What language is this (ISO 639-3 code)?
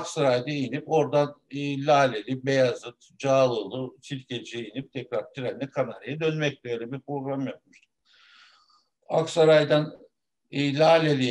tur